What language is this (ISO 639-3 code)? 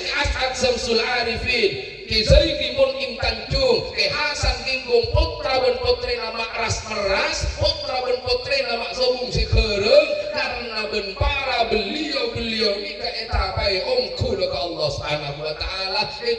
mad